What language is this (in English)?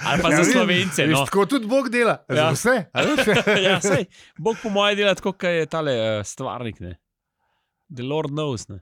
Slovenian